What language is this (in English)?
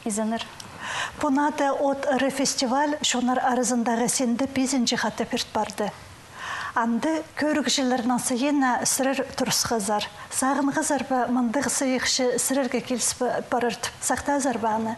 Khakas